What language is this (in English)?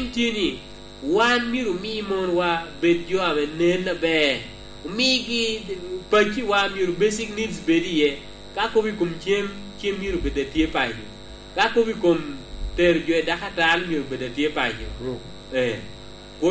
Lango (Uganda)